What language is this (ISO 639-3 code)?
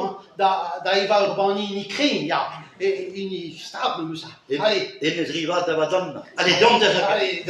bre